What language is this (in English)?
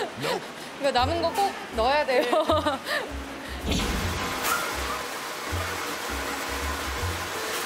Korean